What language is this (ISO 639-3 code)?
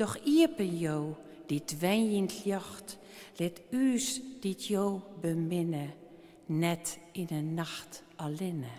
fry